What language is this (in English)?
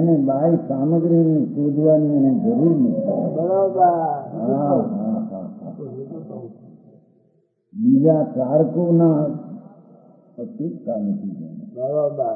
Gujarati